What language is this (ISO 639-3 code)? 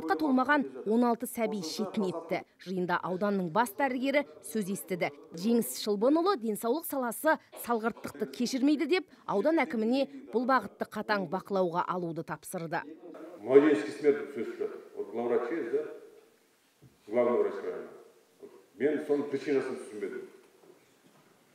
kaz